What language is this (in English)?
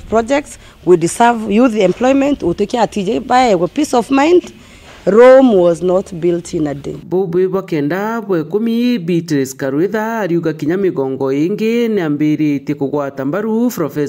Meru